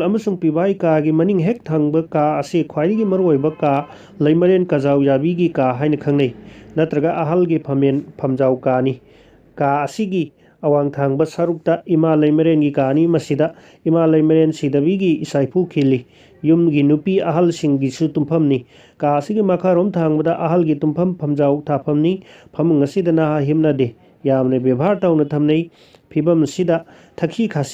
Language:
Manipuri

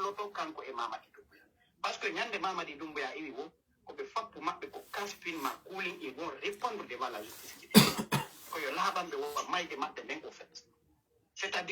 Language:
Fula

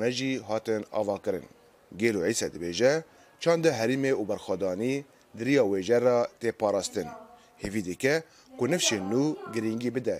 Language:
Kurdish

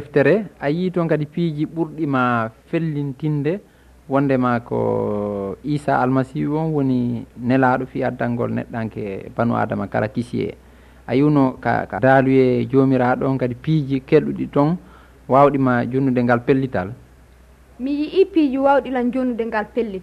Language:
Fula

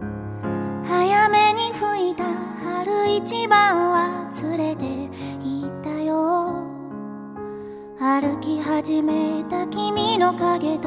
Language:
Japanese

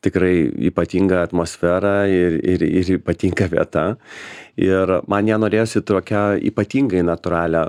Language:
Lithuanian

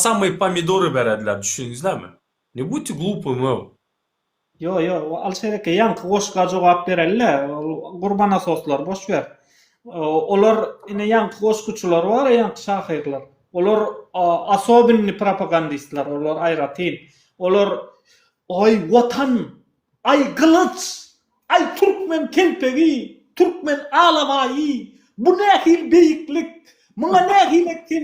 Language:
Turkmen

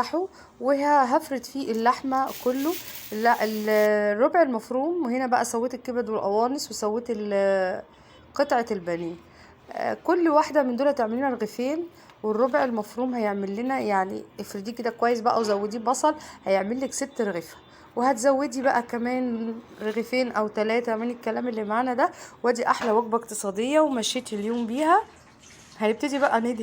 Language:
Egyptian Arabic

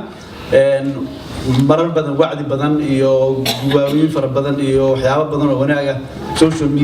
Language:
Somali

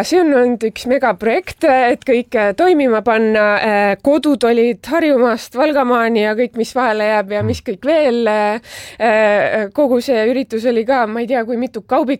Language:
Estonian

